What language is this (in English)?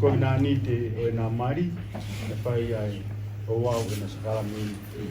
Tongan